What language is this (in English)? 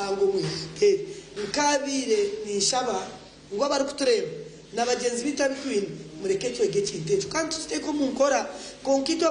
Nyankole